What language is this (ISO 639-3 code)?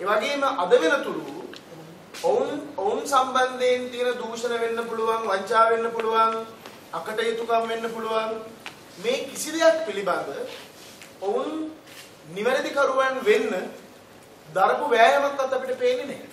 sin